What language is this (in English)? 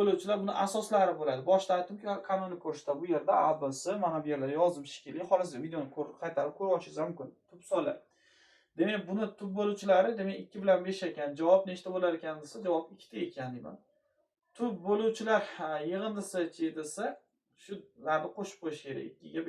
Uzbek